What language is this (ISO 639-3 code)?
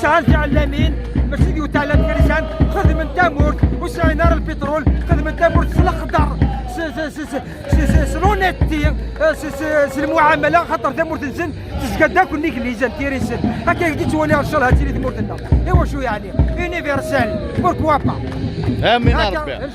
kab